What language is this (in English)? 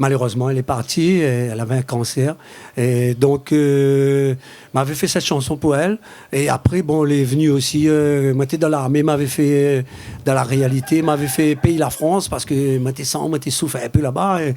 Réunion Creole French